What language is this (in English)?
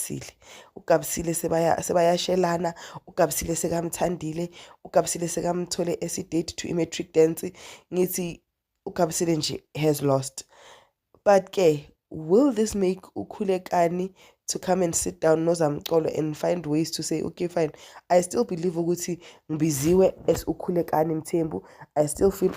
Zulu